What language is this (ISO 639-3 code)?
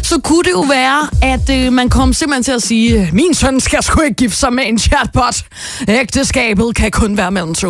dan